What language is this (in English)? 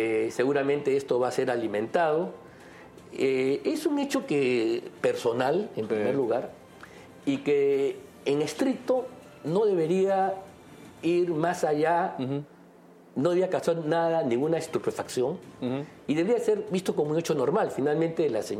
Spanish